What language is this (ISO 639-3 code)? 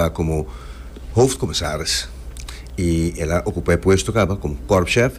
pap